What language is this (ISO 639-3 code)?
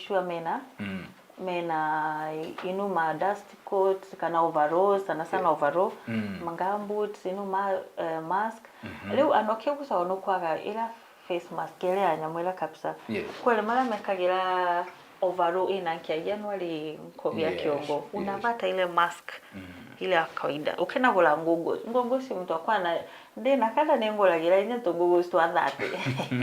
mer